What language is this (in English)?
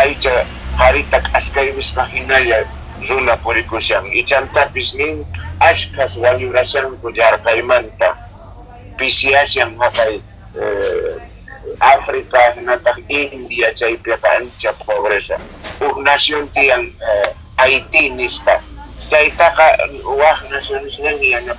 Quechua